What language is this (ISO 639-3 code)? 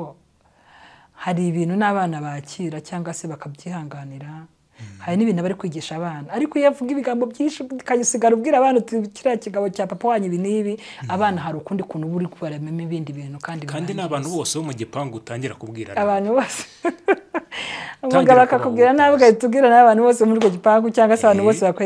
kin